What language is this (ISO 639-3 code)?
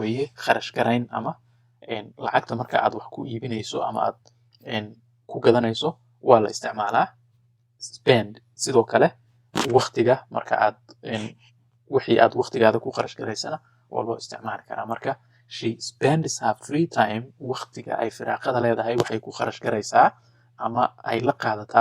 som